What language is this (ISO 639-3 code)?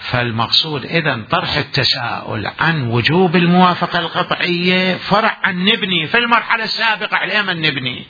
acm